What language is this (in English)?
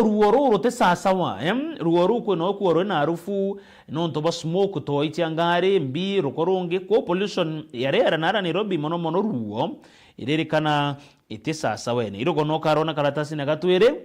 Meru